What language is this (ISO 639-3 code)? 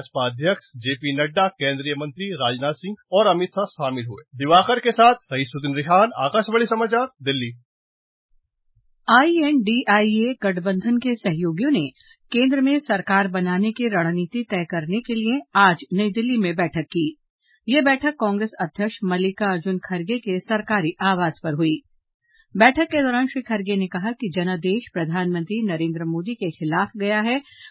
hin